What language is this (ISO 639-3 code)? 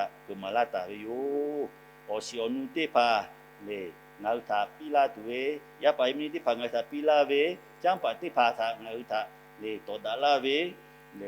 lhu